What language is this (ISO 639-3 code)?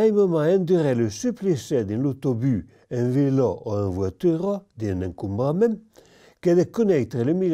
oci